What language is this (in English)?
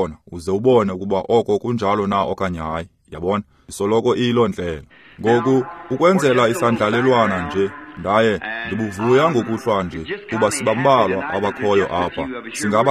Xhosa